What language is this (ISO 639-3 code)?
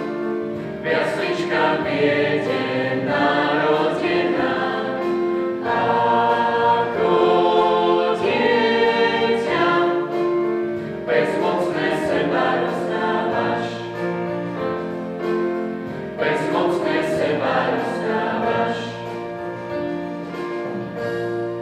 slk